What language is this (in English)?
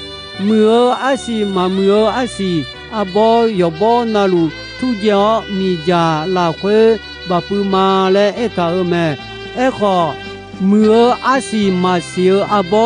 Akha